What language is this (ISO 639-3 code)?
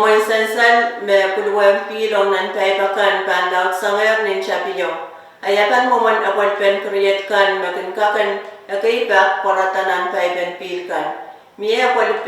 pon